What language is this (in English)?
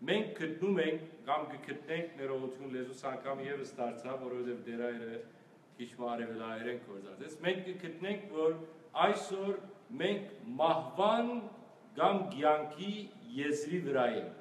Western Armenian